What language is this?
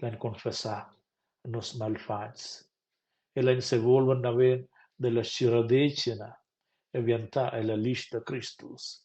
Romansh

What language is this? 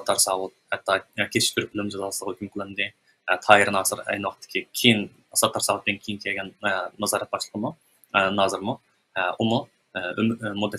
Uyghur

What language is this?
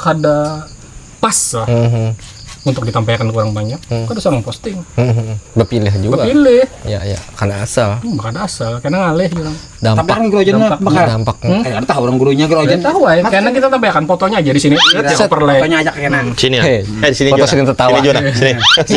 Banjar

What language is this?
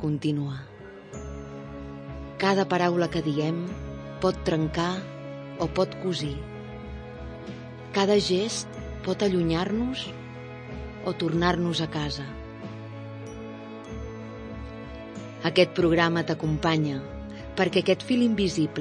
Catalan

